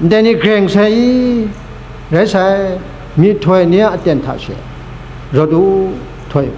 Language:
Kachin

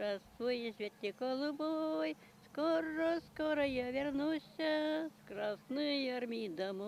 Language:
Chuvash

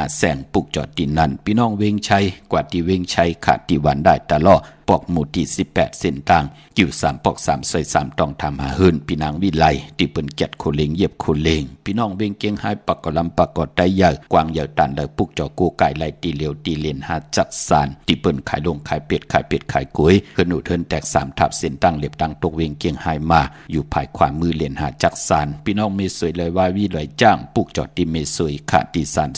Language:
Shan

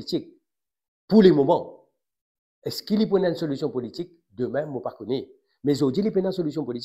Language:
Morisyen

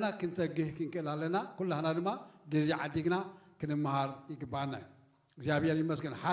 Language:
Tigrinya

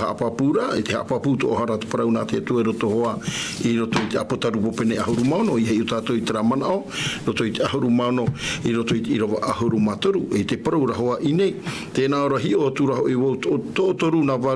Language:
Tahitian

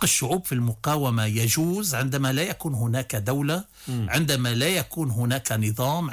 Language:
Arabic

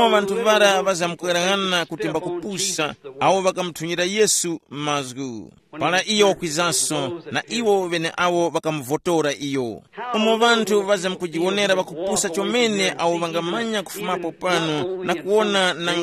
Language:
Tumbuka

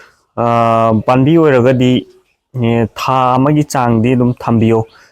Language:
Manipuri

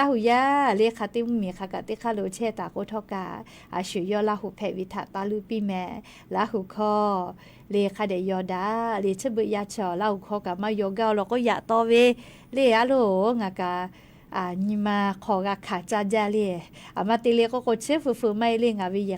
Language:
Lahu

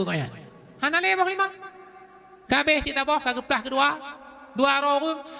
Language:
Achinese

